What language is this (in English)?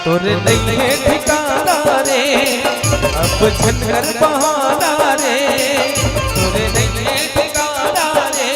Chhattisgarhi